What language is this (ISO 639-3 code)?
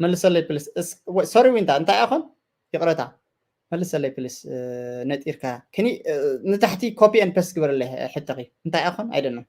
tir